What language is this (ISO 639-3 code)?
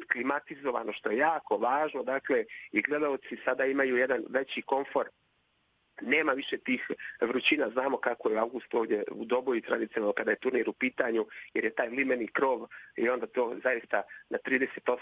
bos